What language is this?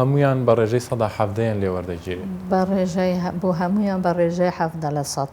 Central Kurdish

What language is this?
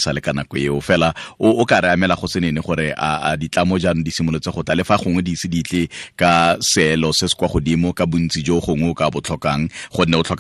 Tswana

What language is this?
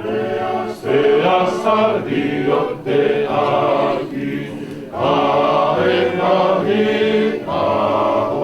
Tongan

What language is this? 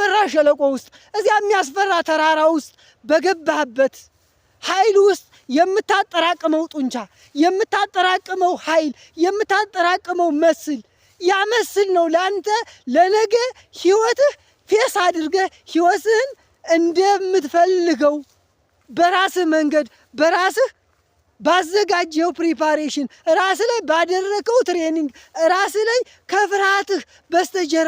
Amharic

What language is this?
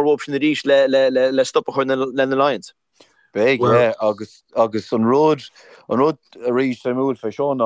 Irish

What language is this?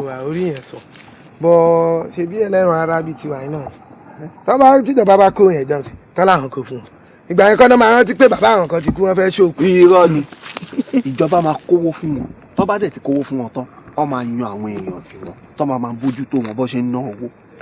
Yoruba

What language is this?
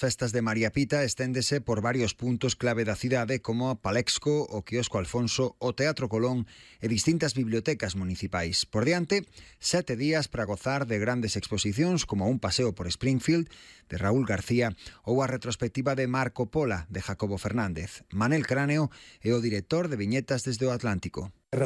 Galician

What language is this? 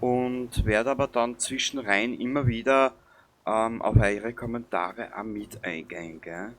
Bavarian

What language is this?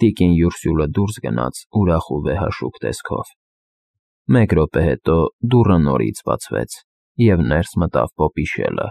Armenian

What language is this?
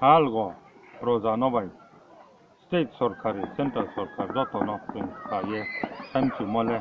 Riang (India)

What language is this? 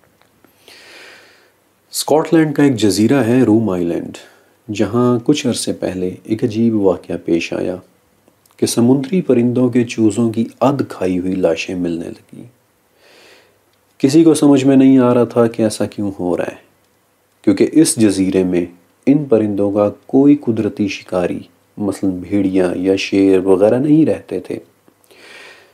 Urdu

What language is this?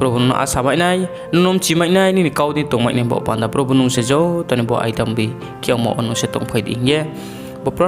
Riang (India)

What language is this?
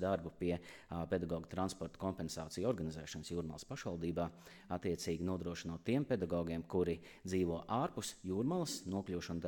Latvian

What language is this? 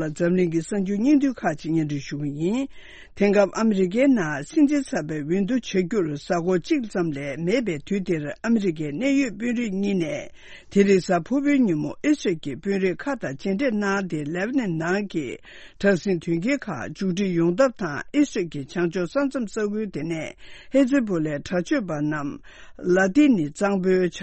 Tibetan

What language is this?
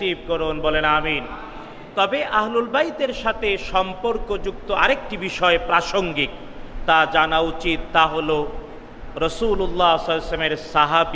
Bangla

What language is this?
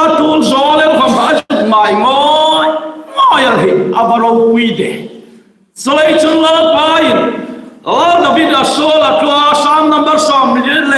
Hmar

